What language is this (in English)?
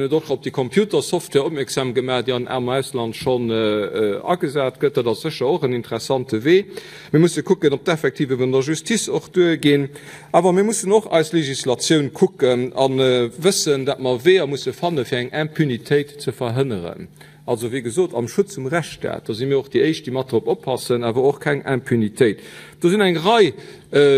Luxembourgish